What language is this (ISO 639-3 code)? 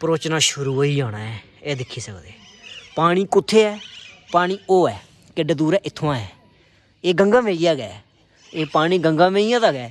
doi